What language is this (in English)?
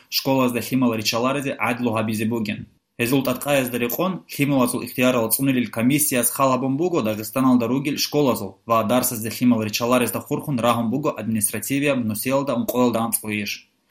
Avaric